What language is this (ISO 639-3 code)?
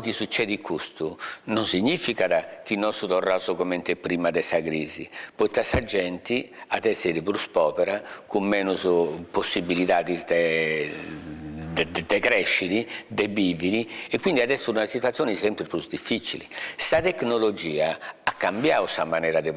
srd